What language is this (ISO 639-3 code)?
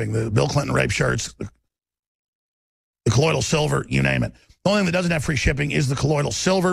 eng